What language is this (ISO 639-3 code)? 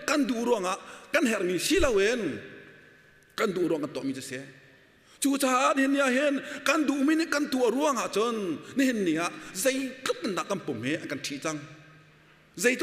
cnh